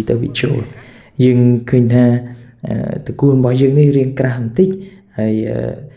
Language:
Khmer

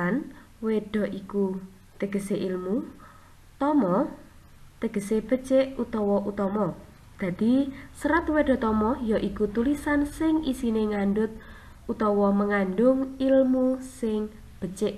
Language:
Javanese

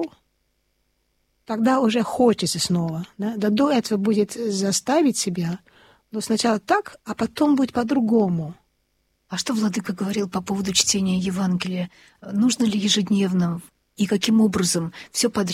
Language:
Russian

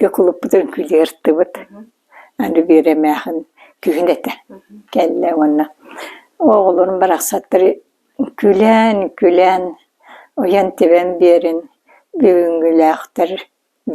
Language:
Yakut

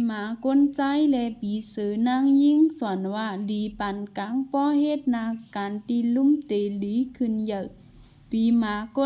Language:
Shan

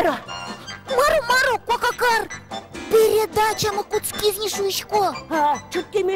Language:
Udmurt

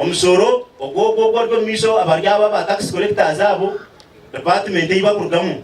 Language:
Nyankole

